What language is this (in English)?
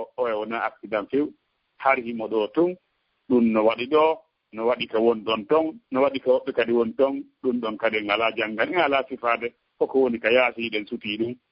Fula